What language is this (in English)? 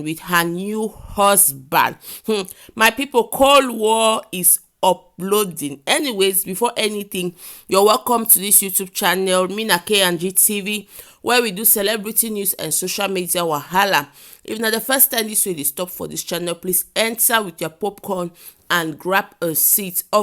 Nigerian Pidgin